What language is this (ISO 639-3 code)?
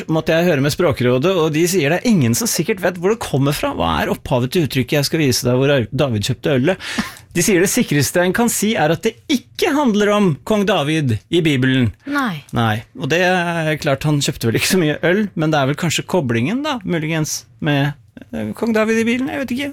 nor